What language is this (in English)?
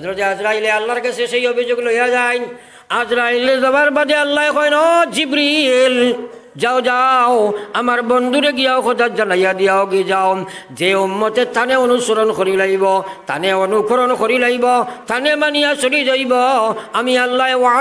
Sylheti